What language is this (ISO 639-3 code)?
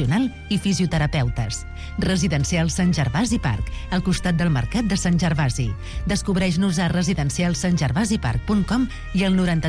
cat